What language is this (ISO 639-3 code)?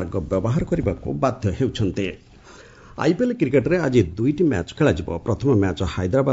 ori